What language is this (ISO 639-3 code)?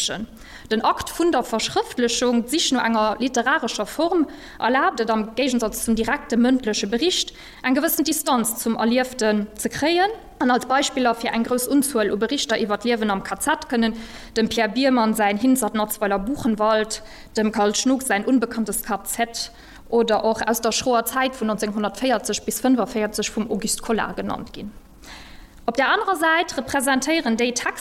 ltz